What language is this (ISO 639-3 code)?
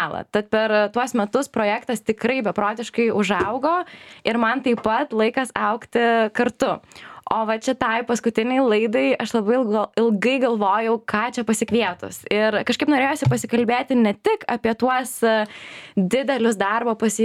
lit